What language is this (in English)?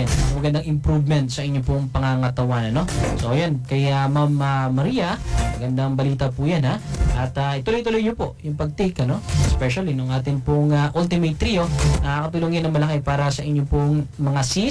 Filipino